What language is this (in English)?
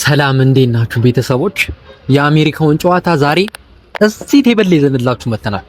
Amharic